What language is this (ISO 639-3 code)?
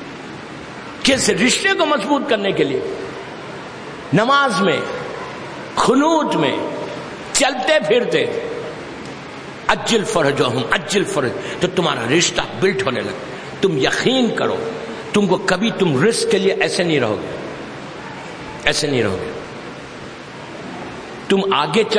urd